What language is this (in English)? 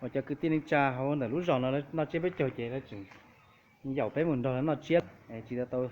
Hmong